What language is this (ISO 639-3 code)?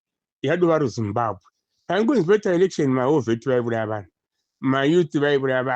sna